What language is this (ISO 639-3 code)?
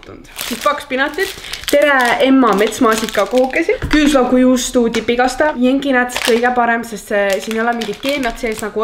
est